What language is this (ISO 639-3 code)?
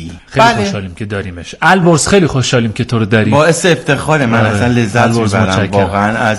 fas